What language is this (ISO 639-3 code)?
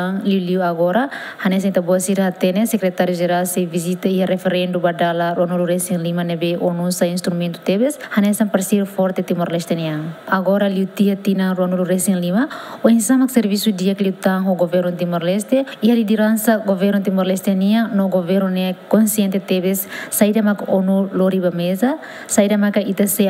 tet